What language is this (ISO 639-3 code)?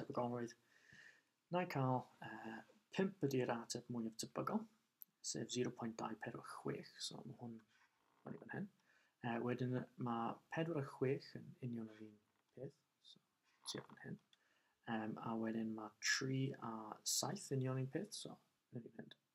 cym